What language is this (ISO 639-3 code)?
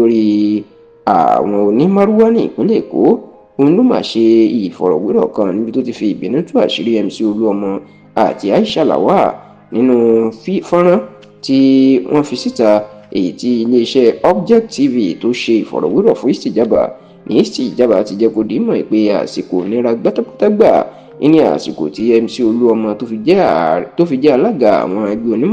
yor